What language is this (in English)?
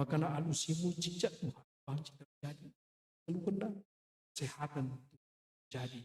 Batak Karo